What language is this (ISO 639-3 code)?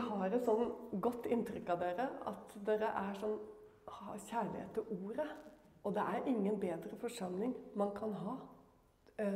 nor